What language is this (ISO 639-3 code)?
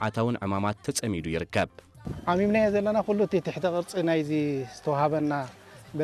tir